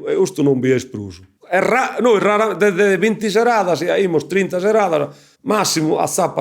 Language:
Sardinian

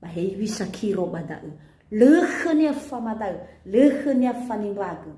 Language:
Nias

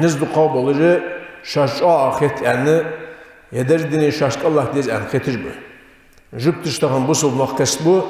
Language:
Ingush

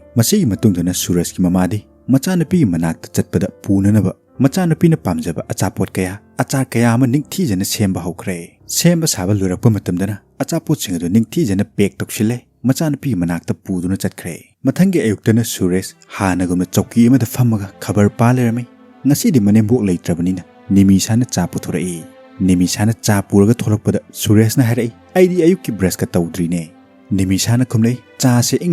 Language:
Manipuri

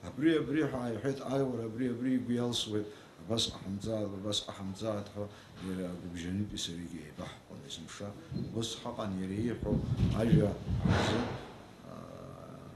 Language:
Abkhazian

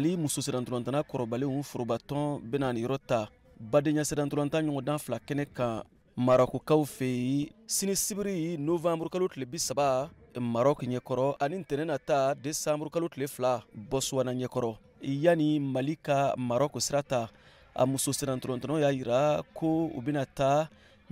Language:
Bambara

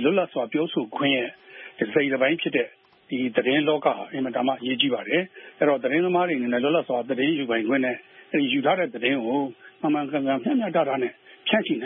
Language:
Burmese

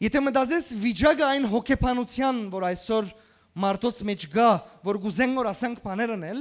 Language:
Western Armenian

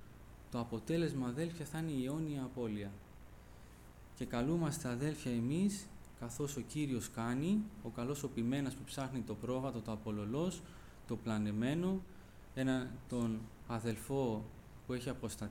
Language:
Greek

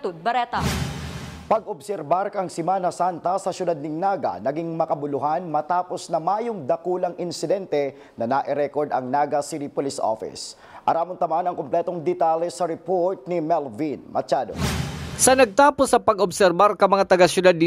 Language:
Bikol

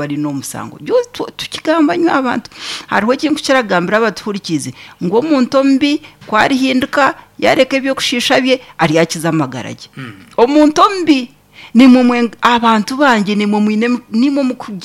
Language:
Nyankole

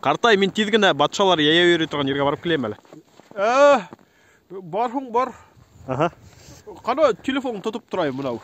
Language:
Bashkir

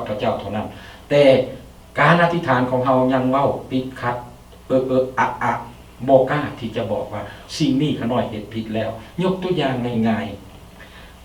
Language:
Lao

